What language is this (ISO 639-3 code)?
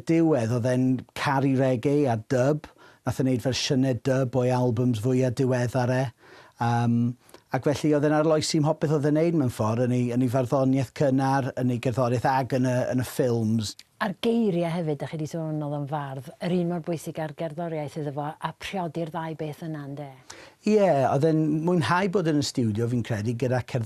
cym